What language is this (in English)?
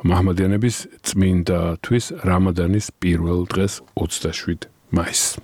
Georgian